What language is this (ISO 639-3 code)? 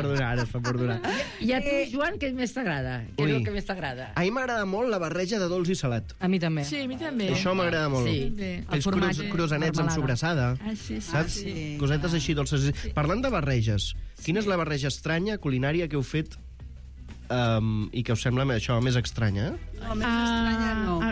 cat